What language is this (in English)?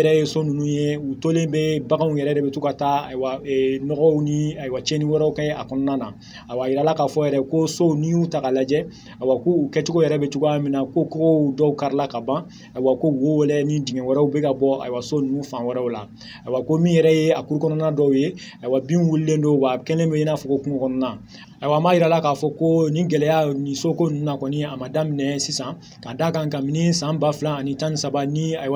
Bambara